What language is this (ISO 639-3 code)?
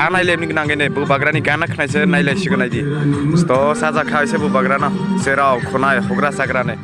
trp